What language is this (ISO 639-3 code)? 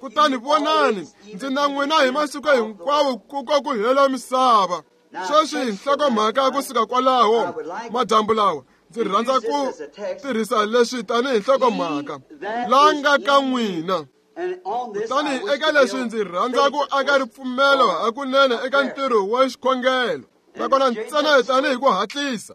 tso